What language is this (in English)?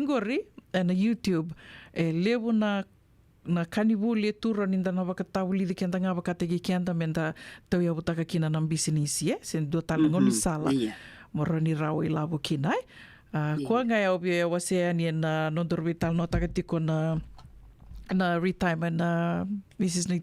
Fijian